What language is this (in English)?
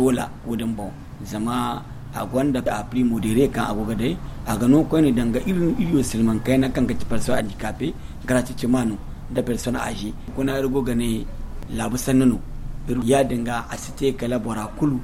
Zarma